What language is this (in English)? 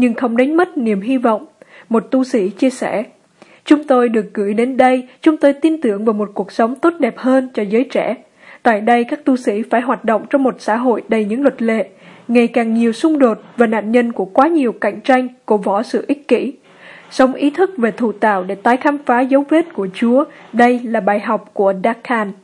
Vietnamese